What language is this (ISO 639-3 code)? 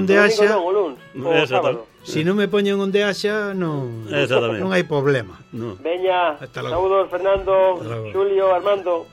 glg